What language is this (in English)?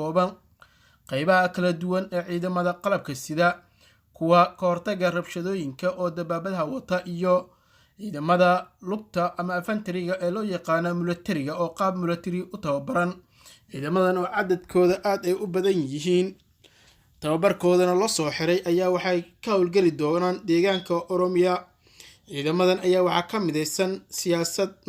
Somali